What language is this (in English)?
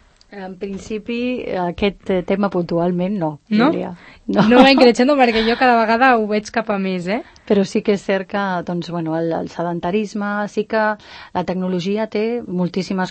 Catalan